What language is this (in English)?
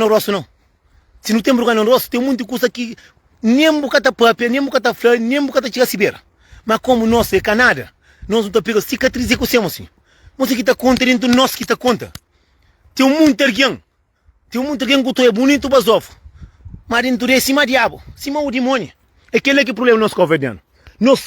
Kabuverdianu